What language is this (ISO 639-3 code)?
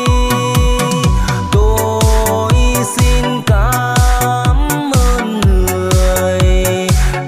vie